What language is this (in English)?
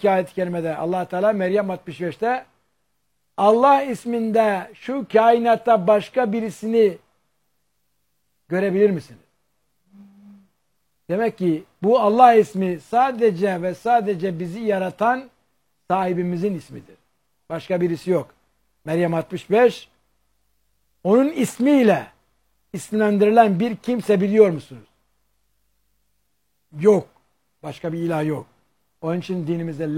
Turkish